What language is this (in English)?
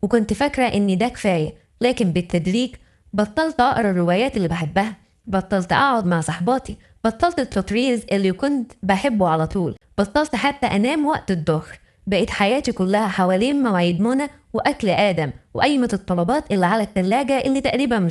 Egyptian Arabic